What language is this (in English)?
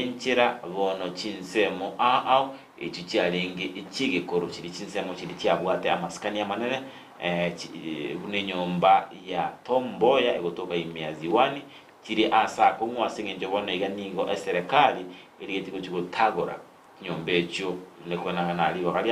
Gusii